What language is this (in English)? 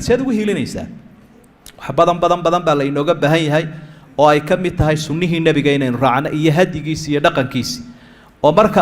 Somali